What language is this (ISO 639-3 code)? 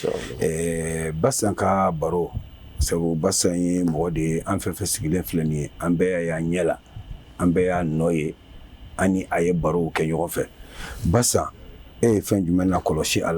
bam